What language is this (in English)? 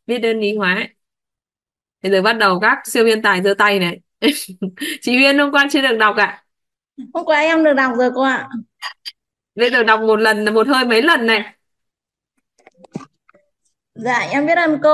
Vietnamese